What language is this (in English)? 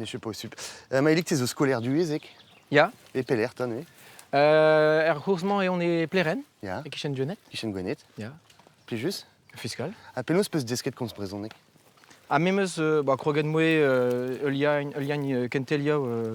Breton